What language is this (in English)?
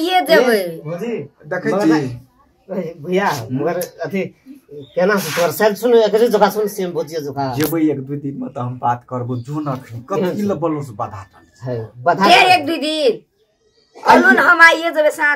Maithili